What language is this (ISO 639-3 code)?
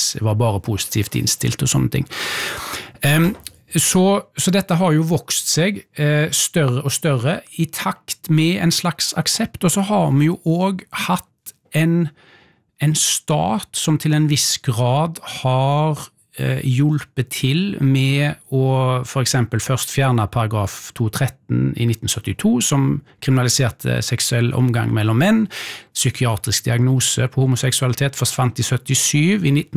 nor